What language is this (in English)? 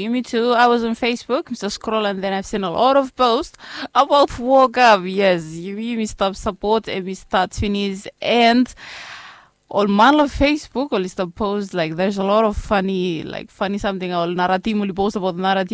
Bislama